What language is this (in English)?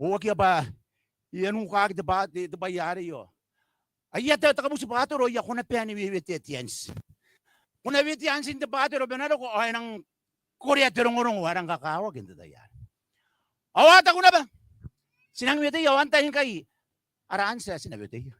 Gilbertese